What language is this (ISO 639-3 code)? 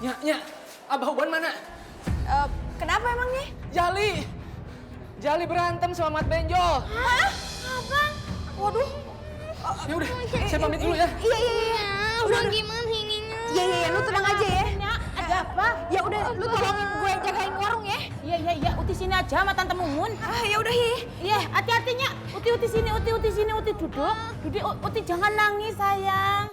bew